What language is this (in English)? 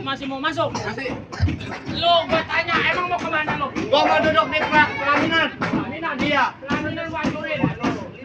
Betawi